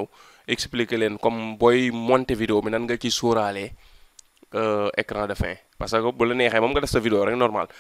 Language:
Wolof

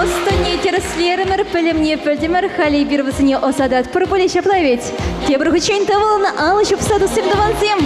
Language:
Chuvash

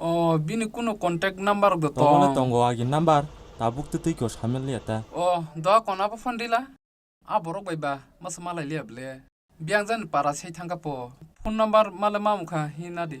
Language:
Kok Borok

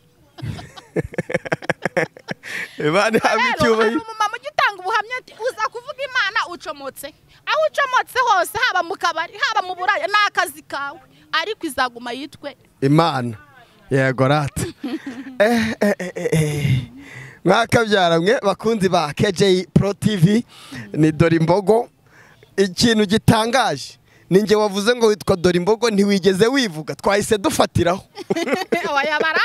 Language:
Kinyarwanda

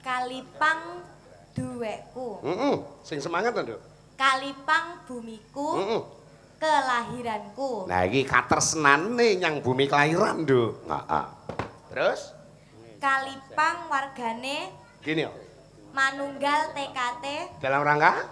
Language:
Javanese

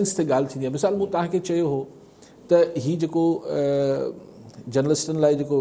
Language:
Sindhi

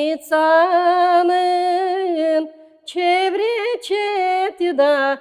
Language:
Crimean Tatar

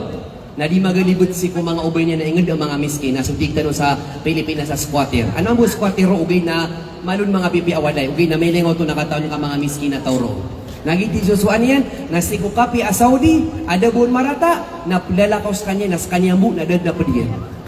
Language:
Maranao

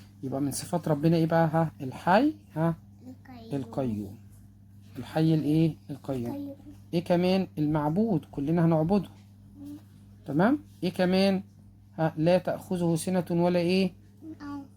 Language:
Egyptian Arabic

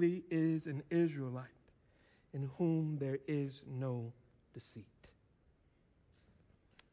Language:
English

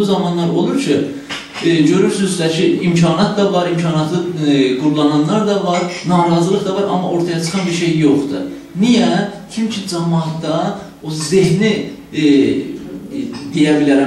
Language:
South Azerbaijani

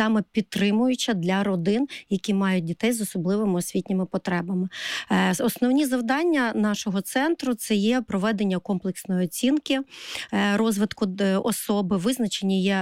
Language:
Ukrainian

